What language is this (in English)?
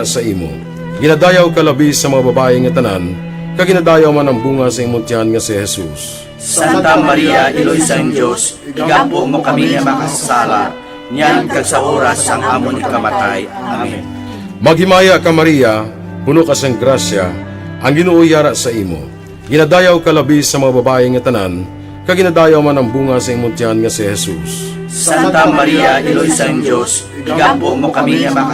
Hiligaynon